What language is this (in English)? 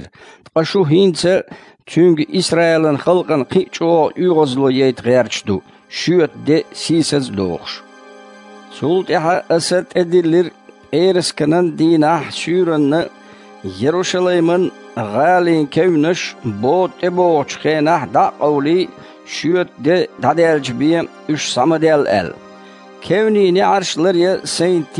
Chechen